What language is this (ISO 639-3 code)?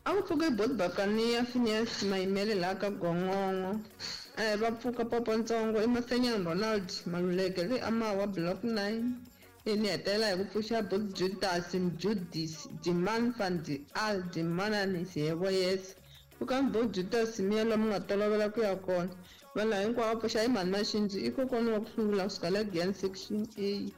tso